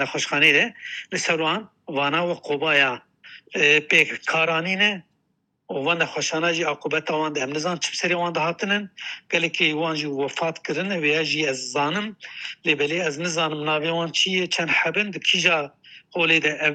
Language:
Kurdish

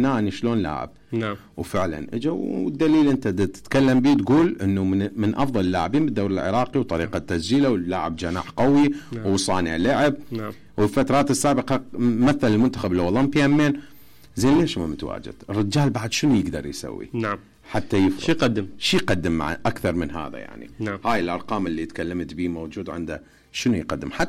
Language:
Mesopotamian Arabic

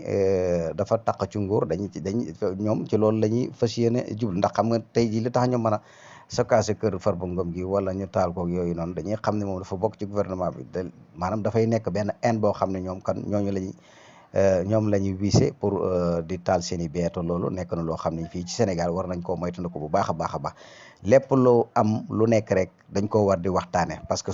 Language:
Wolof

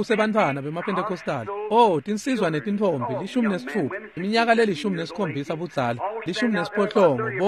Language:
Swati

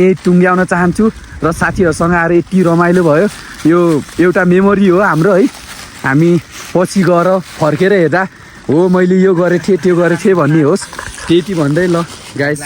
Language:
Nepali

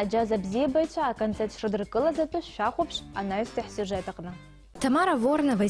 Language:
Abkhazian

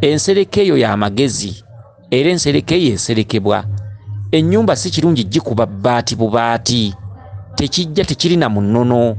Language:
Ganda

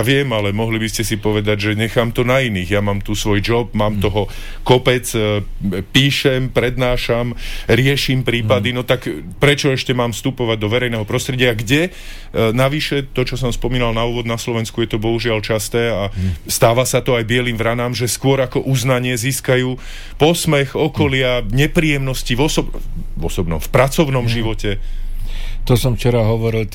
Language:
Slovak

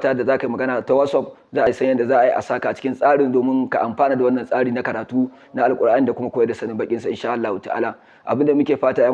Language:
Hausa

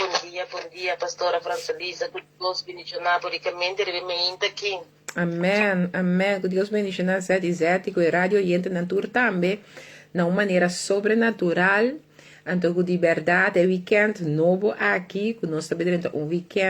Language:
Papiamento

